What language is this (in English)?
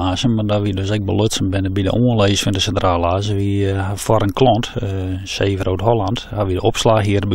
Western Frisian